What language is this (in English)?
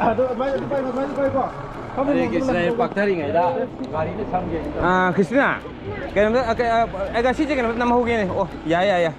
Manipuri